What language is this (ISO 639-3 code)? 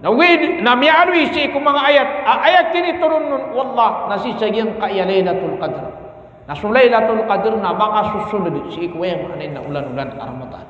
mrw